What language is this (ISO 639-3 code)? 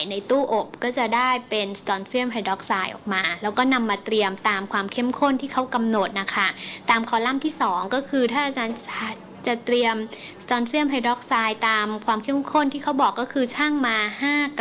tha